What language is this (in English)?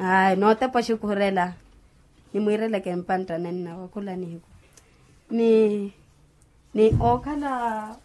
Makhuwa